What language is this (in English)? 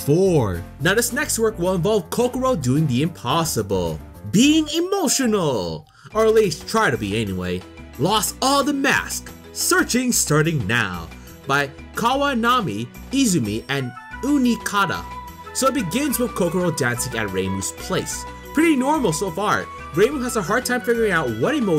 English